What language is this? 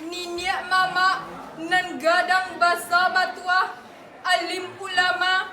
Minangkabau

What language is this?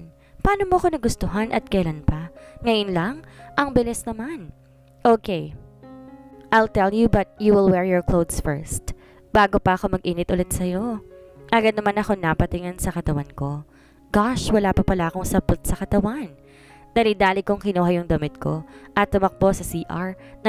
Filipino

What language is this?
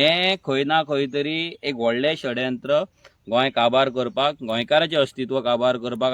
Konkani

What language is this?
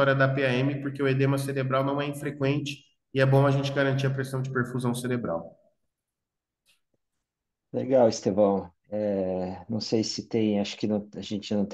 Portuguese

